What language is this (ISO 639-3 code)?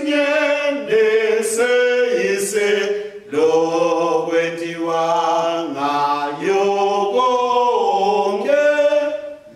ssw